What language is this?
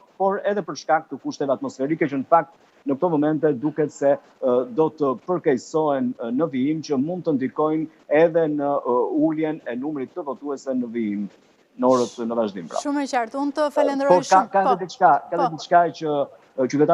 Albanian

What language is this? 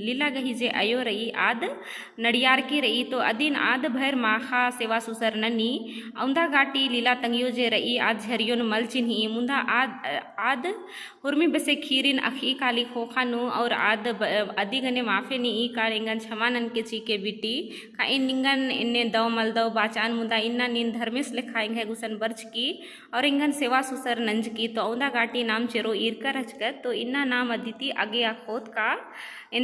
Kurukh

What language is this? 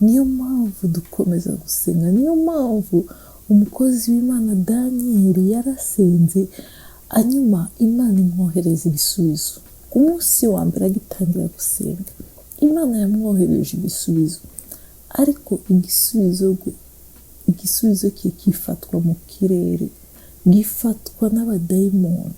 Kinyarwanda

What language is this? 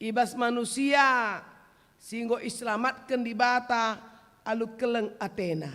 Batak Karo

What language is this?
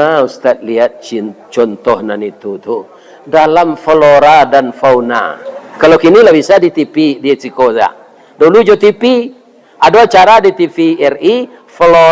Minangkabau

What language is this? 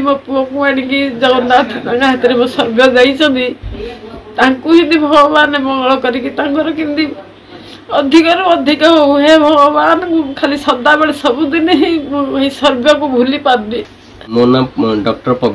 Odia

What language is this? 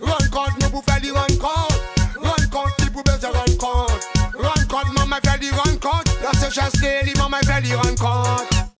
Seselwa Creole French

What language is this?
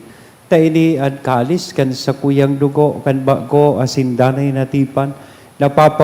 Bikol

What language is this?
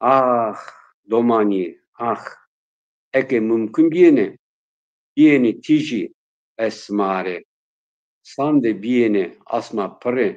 Zaza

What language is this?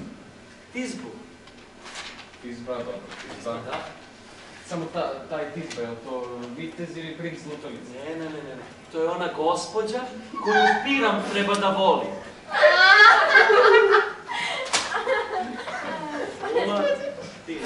Serbian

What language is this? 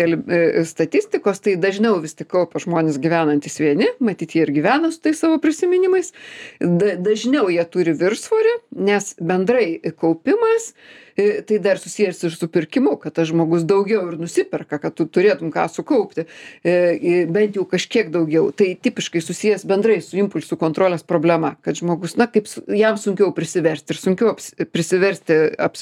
Lithuanian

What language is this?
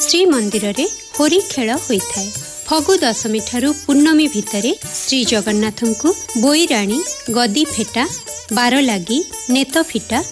Odia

